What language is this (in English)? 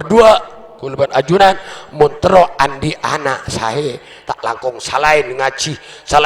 Madurese